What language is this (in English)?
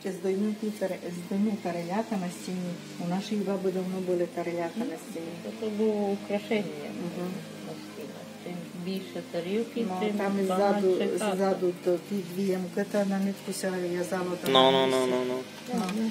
Rusyn